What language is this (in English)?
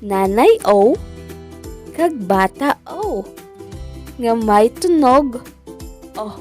Hiligaynon